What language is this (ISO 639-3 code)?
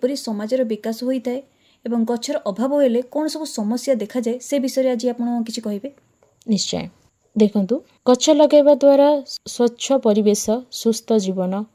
ori